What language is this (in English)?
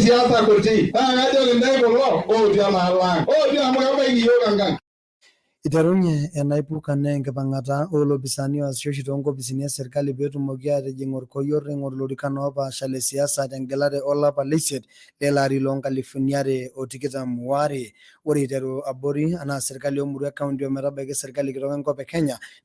Masai